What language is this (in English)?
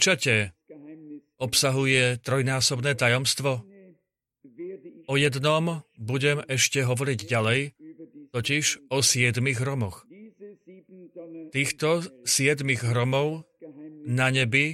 Slovak